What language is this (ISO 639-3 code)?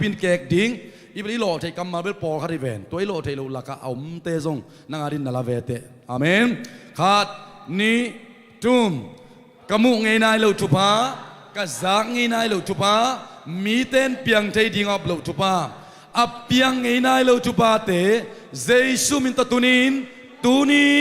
ctd